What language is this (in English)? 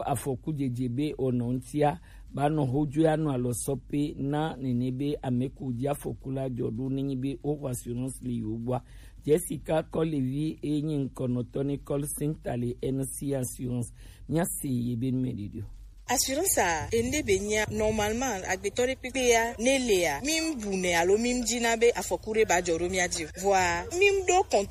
Gen